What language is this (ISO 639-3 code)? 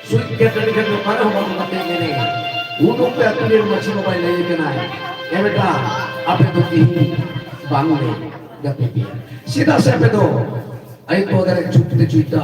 sat